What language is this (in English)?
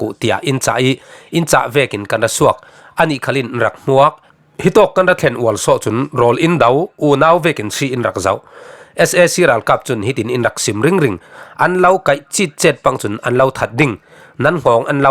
Falam Chin